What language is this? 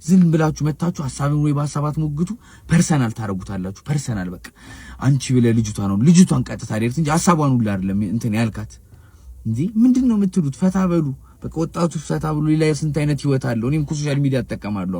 Amharic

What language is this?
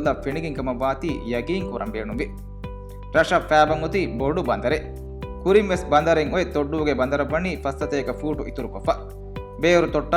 Divehi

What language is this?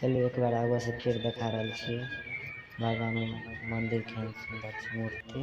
Maithili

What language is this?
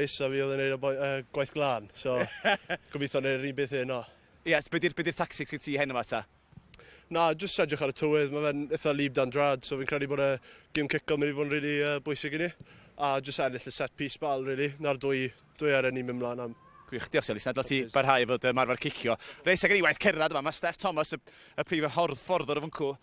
Welsh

